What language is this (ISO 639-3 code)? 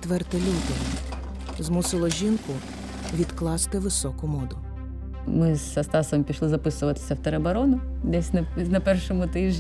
ukr